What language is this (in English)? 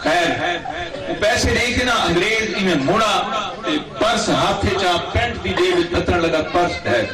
Saraiki